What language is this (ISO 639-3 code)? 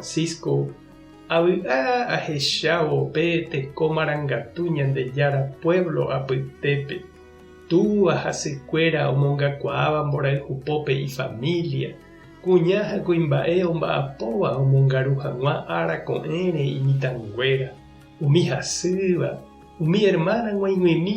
grn